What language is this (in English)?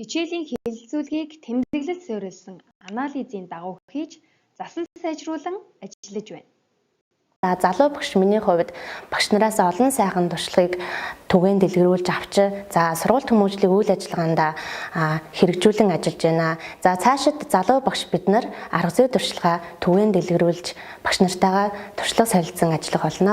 Mongolian